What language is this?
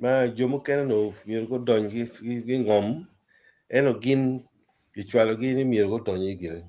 Acoli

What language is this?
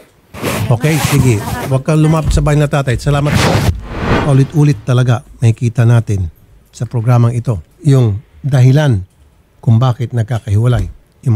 Filipino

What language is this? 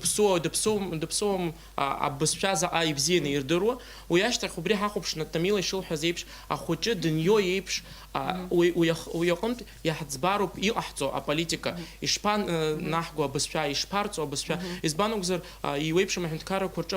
Abkhazian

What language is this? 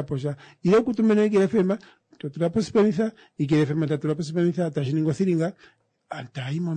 Kuanyama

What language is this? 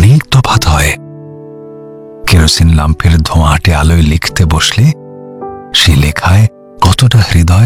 Bangla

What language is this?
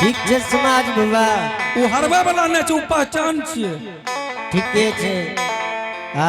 Angika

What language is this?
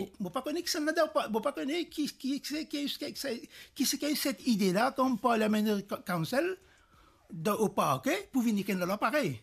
Morisyen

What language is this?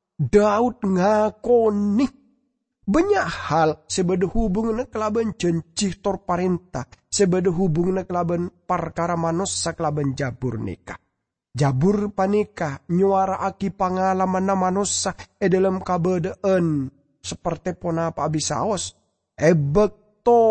Madurese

